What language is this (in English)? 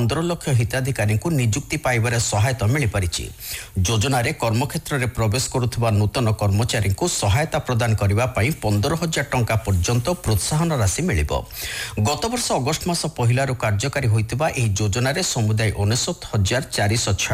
Odia